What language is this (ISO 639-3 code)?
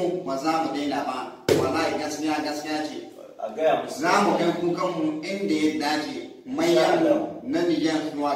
hau